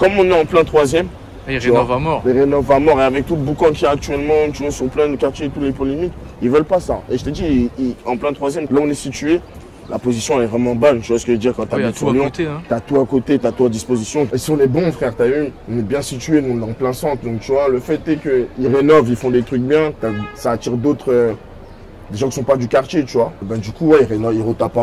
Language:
French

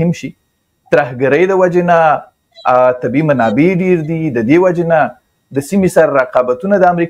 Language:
Pashto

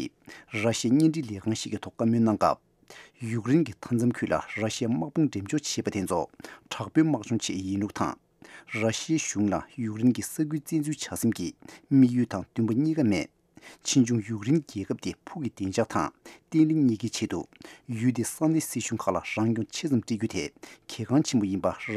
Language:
Tibetan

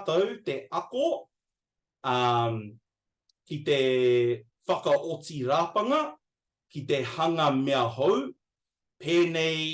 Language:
Māori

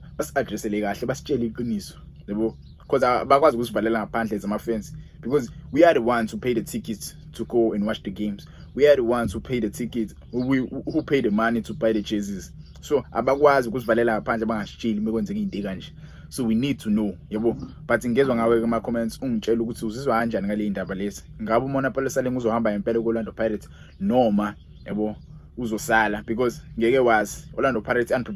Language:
Zulu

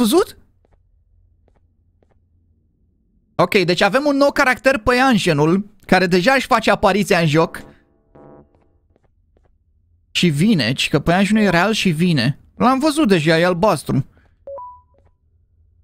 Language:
Romanian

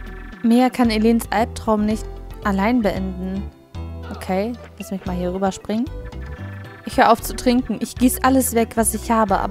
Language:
German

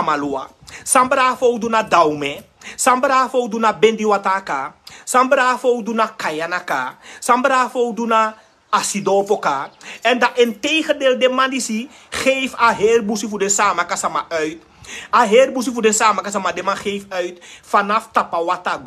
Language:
Sranan Tongo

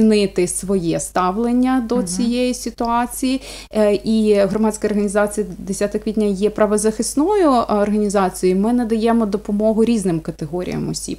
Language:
Ukrainian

